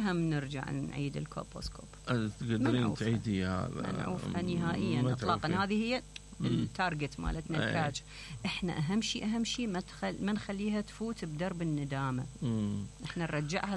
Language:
Mesopotamian Arabic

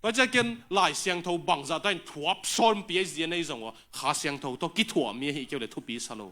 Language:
Tedim Chin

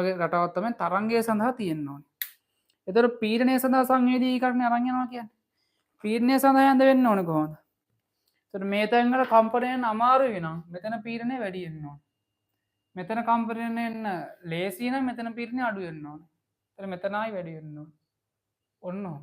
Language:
Sinhala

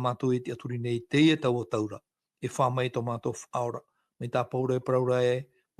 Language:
Tahitian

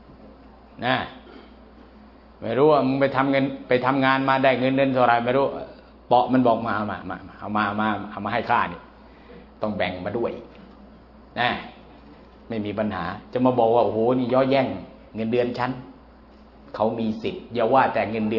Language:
Thai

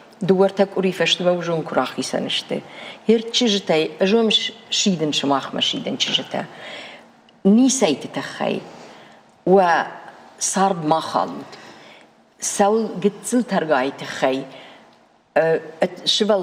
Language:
Ossetic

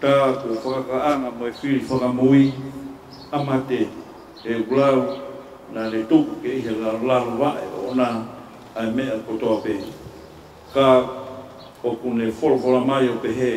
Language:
Tongan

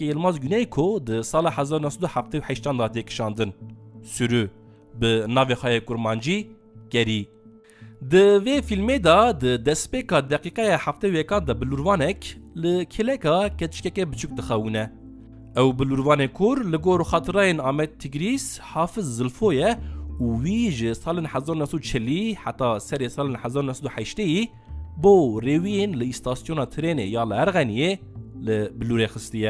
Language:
Kurdish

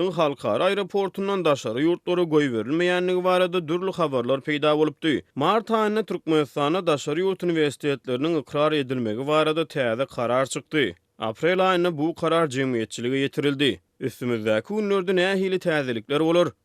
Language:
Turkmen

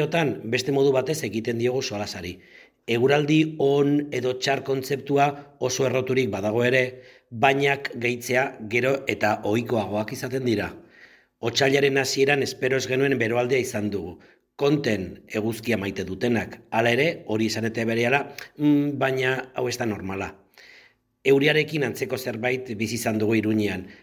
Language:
Basque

